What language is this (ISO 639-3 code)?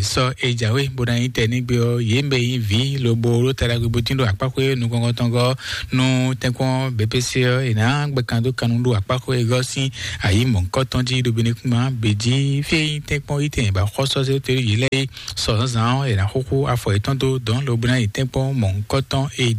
fon